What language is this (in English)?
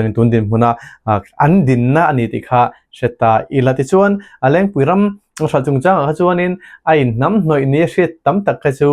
Mizo